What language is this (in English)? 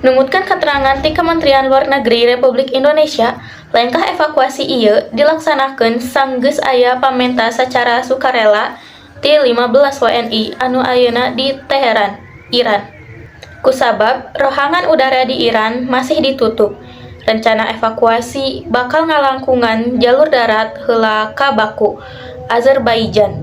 Sundanese